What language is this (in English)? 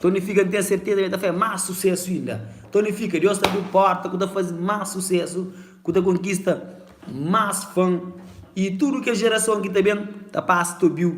Kabuverdianu